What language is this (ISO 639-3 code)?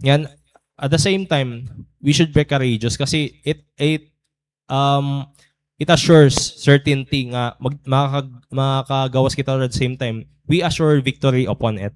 war